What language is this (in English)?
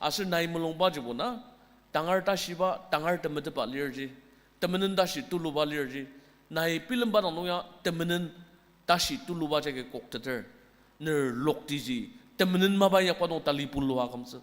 Ao Naga